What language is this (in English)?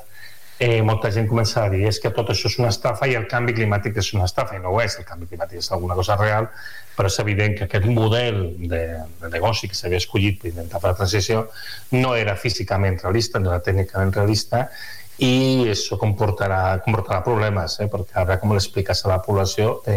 Catalan